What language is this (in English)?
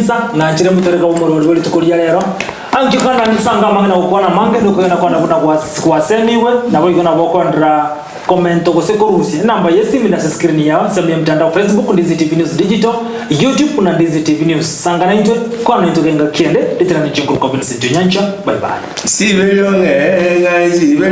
Gusii